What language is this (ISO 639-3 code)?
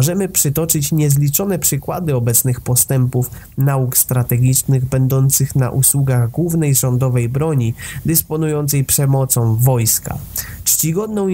pol